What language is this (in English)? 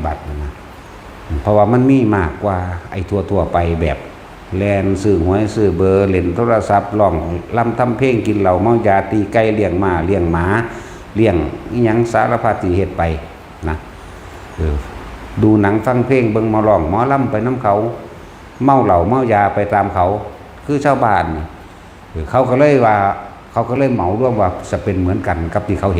Northeastern Thai